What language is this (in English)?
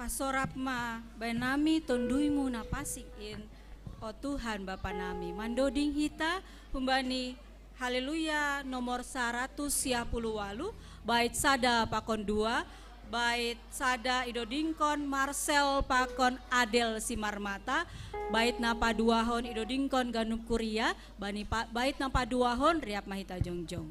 Batak Simalungun